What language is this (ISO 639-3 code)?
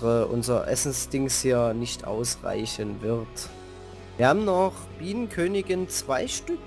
deu